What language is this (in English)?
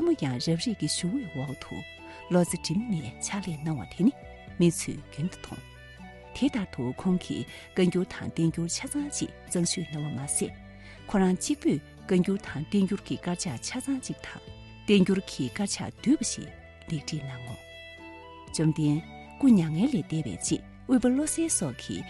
Tibetan